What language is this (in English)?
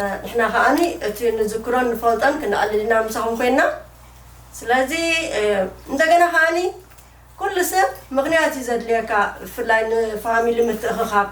Tigrinya